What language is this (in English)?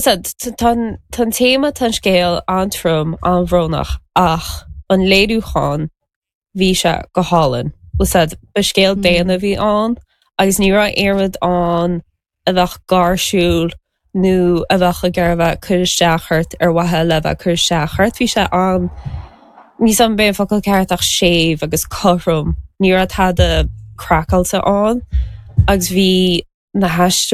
Irish